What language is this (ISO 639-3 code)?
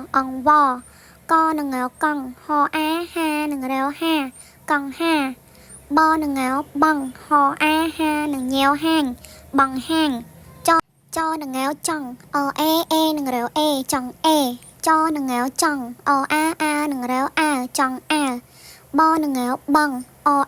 khm